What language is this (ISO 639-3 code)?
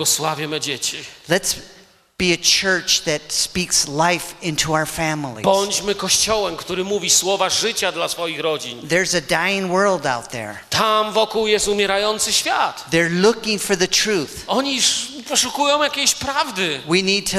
pol